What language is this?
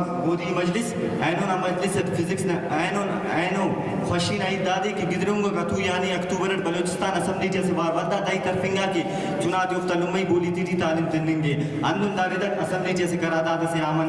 Brahui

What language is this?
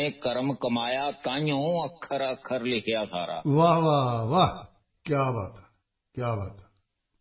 Punjabi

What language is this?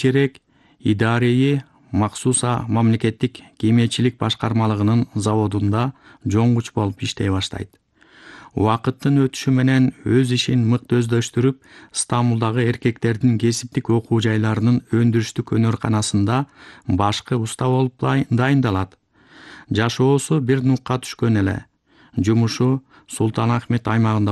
Kyrgyz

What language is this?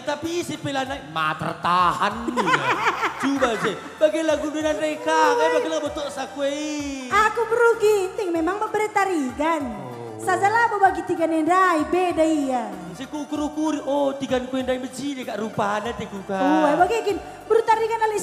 Batak Karo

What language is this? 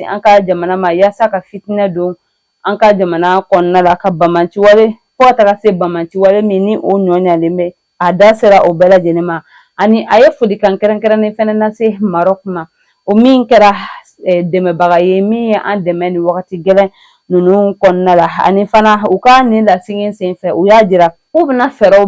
Bambara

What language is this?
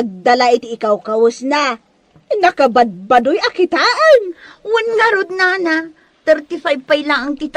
Iloko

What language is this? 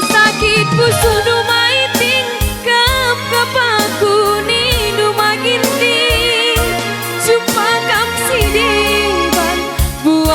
Batak Karo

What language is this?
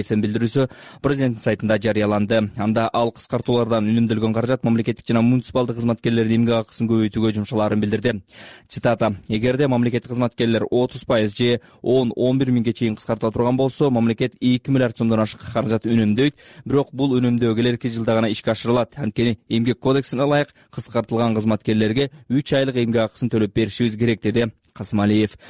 Kyrgyz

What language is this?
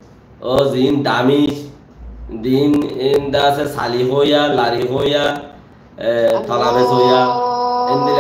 Rohingya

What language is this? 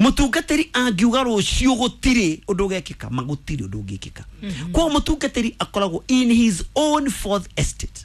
Kikuyu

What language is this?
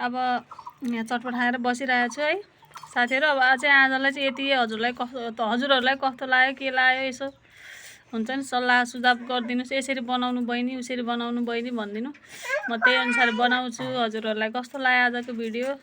Nepali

